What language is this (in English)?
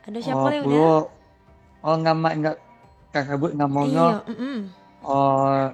Minangkabau